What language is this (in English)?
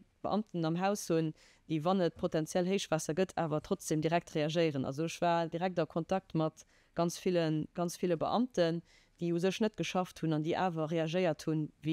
Luxembourgish